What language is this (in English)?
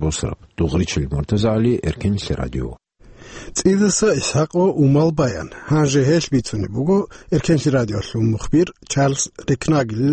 Avaric